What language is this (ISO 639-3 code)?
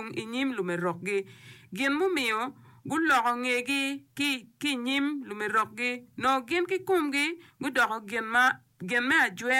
ach